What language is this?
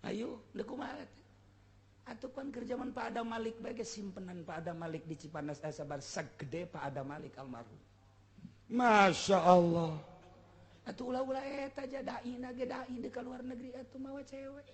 Sundanese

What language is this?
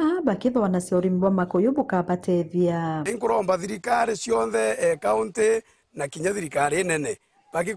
Meru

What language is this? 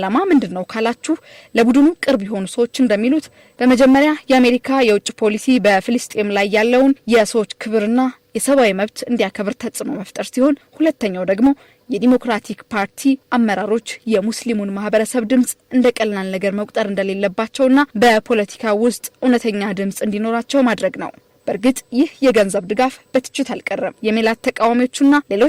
Amharic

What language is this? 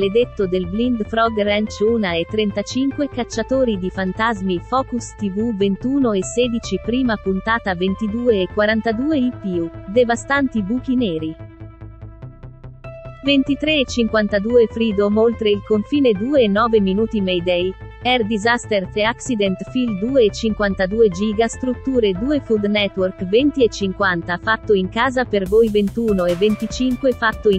Italian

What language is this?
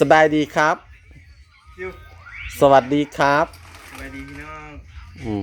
Northeastern Thai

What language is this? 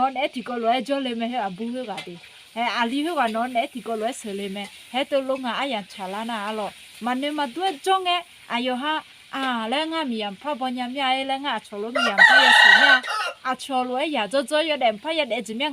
Akha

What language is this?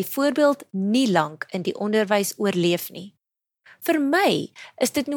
Afrikaans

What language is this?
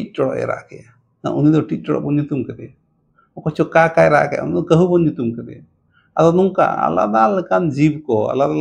Santali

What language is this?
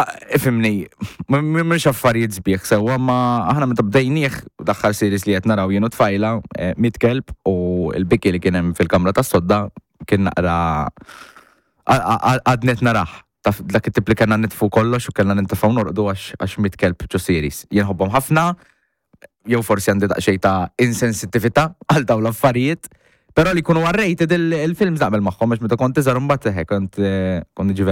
Maltese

